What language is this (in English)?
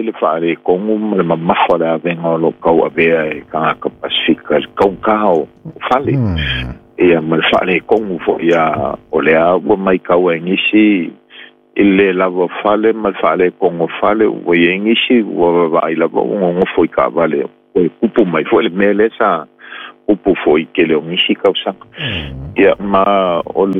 Samoan